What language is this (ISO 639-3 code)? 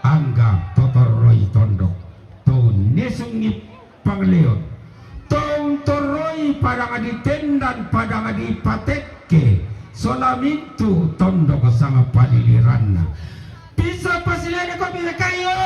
sda